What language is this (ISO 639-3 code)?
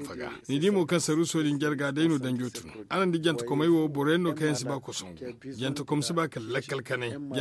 dje